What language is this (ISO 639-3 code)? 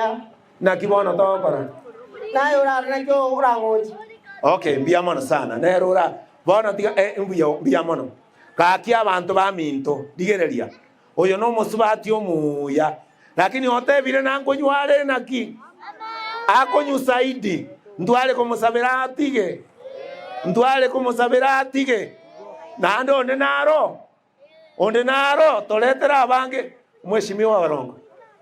guz